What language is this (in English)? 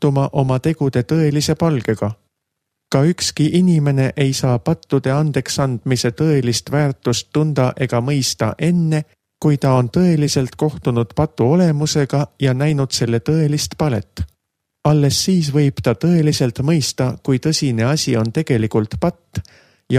Estonian